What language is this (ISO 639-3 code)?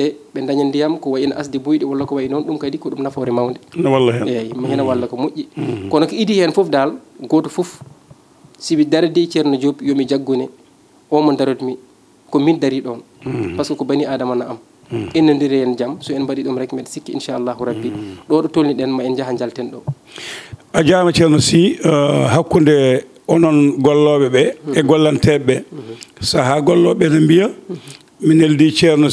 ful